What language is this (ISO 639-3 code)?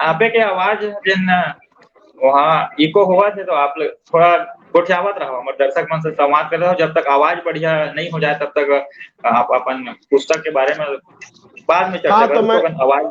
hne